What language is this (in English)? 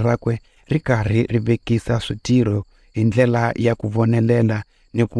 Tsonga